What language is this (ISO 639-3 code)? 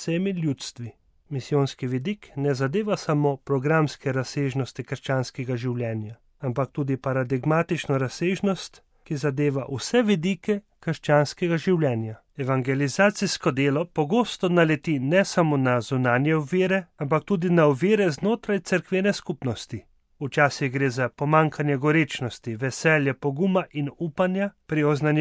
slv